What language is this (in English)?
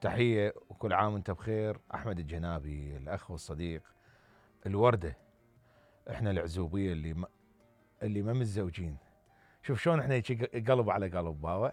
Mesopotamian Arabic